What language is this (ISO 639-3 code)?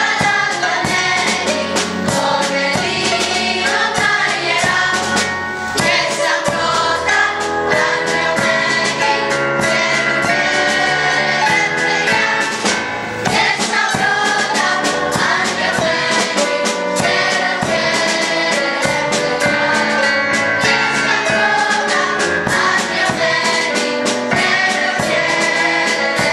ell